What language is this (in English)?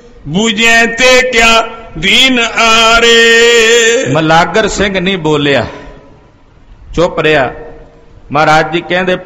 Punjabi